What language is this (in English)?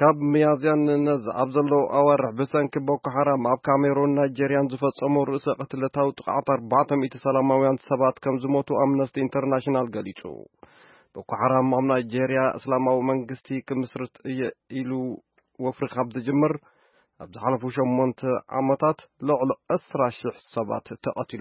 Tigrinya